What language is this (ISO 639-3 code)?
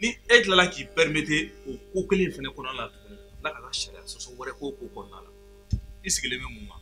bam